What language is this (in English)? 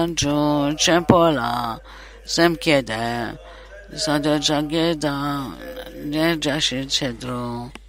Italian